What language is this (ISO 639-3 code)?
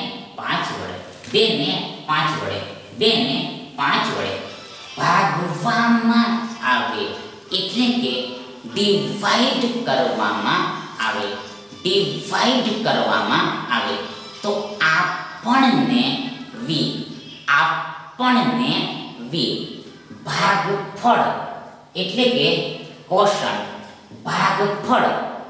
guj